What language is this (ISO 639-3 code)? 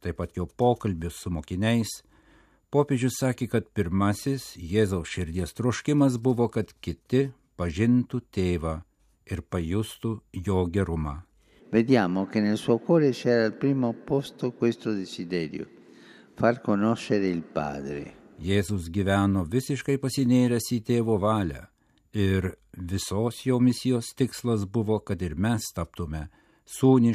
lit